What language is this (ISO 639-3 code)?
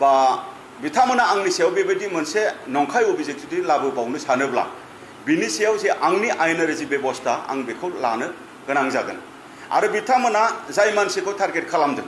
brx